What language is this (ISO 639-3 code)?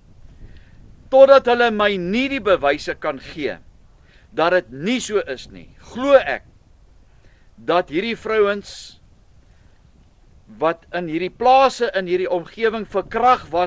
afr